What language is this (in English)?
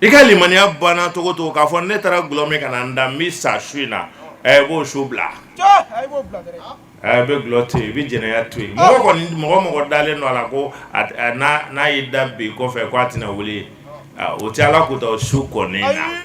Bambara